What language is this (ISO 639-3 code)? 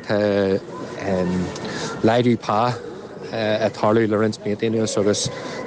gle